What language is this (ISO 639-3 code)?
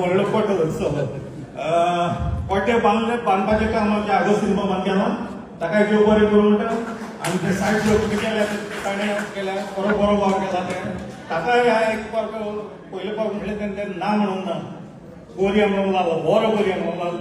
kok